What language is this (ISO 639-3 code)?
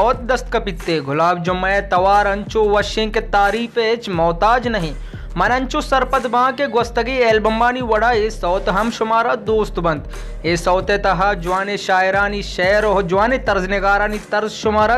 bal